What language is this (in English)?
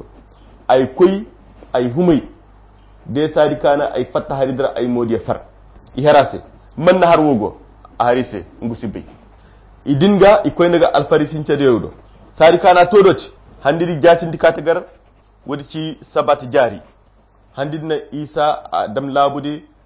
Koyra Chiini